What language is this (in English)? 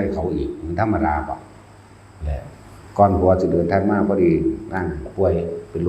Northeastern Thai